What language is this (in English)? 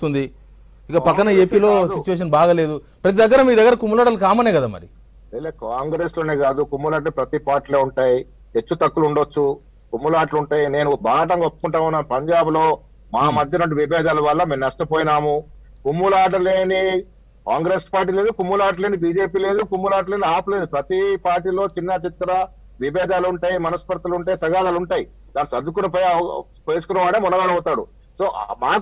Telugu